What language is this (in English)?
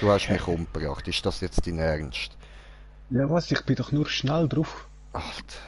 Swiss German